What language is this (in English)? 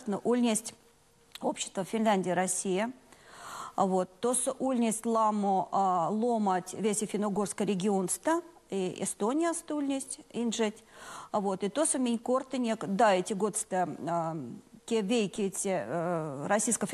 Erzya